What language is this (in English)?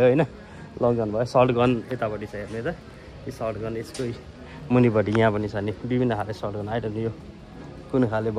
Nepali